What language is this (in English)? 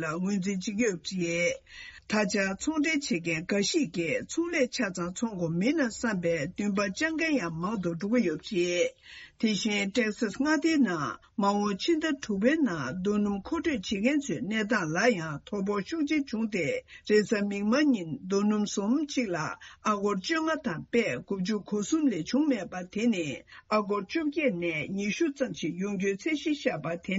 Tibetan